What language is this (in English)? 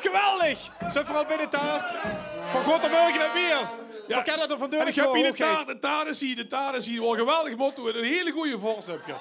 Limburgish